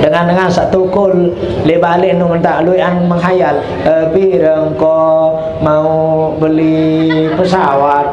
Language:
Sasak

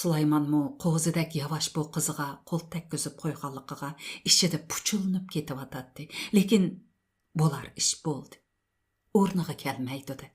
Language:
Uyghur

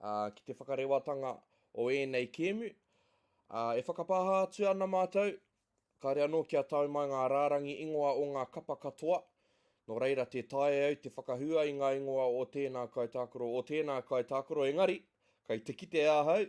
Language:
Māori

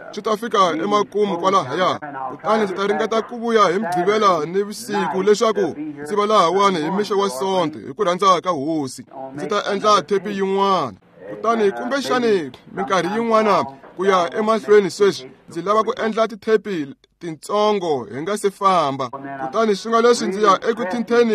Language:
Tsonga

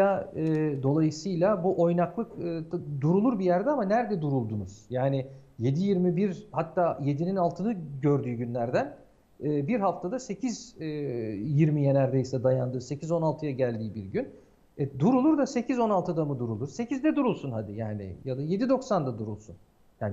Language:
Turkish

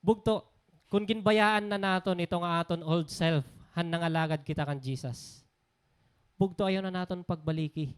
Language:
Waray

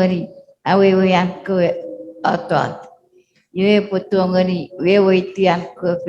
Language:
Chuukese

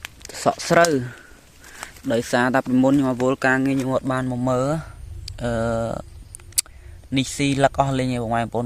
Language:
Khmer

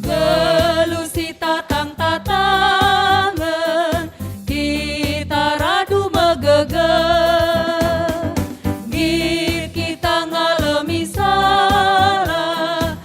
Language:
Batak Karo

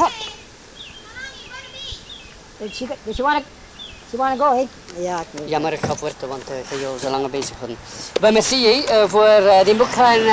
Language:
Dutch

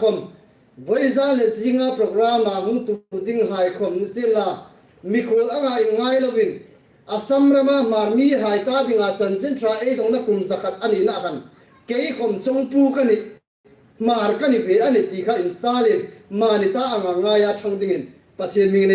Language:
Hmar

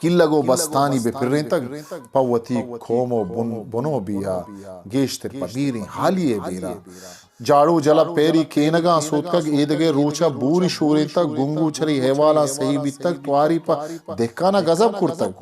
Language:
Eastern Balochi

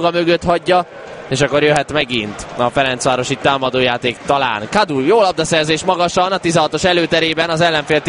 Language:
Hungarian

